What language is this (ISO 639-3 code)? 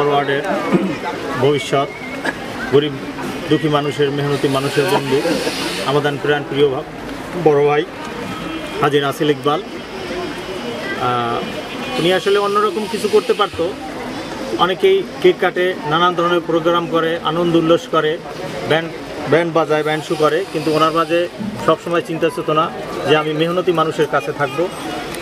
ben